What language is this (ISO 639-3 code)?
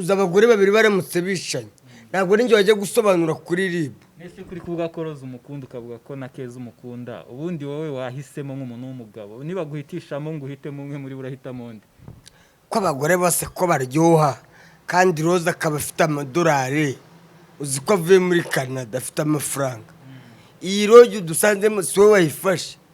kin